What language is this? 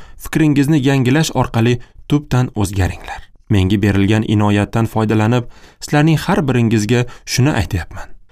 Uzbek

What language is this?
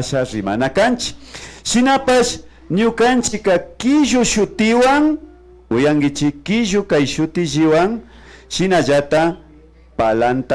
Imbabura Highland Quichua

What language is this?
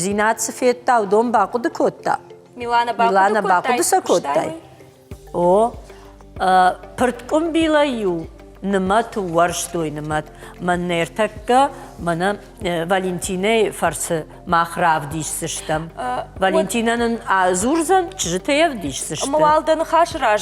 Ossetic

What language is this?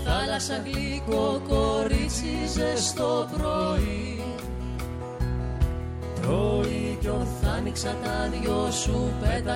Greek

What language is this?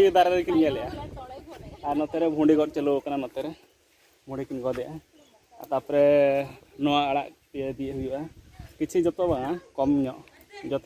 Santali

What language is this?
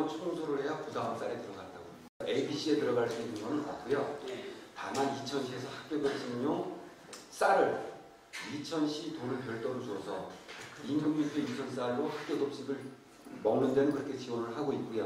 Korean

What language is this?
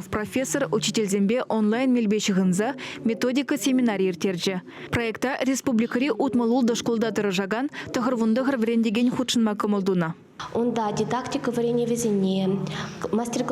Chuvash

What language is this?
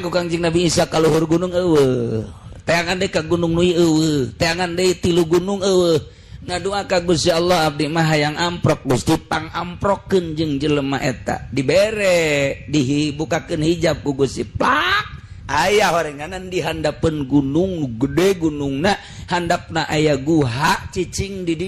Sundanese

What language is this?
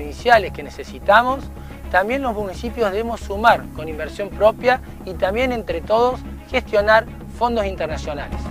Spanish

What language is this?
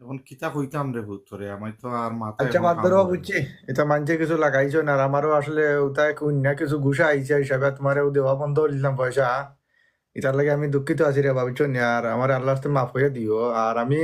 Sylheti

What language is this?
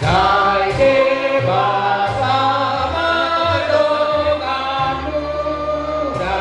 Batak Toba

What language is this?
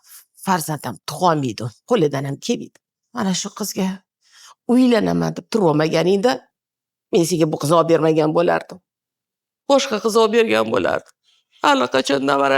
Uzbek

